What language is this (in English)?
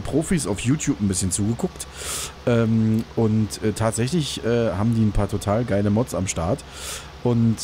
German